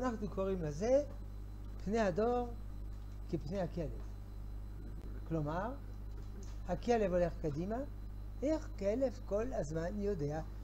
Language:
Hebrew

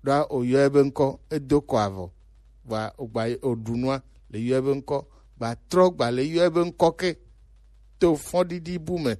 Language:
Gen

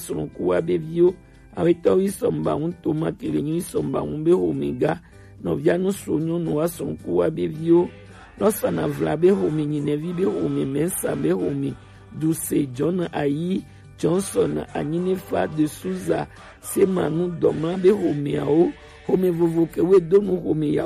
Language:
Gen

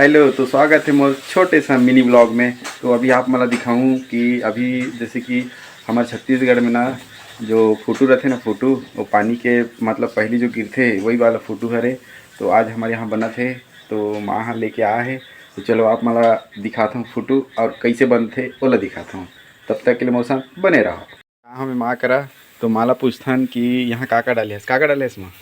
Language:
Chhattisgarhi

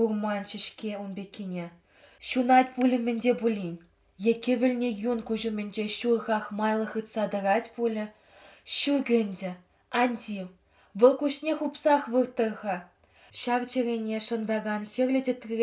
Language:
Chuvash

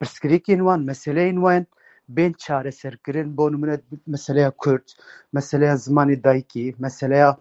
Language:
Kurdish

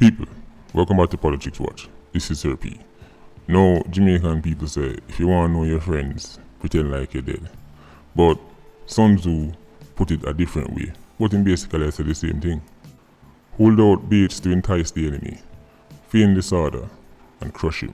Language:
Jamaican Creole English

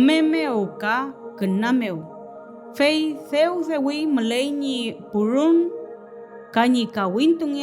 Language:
Mapuche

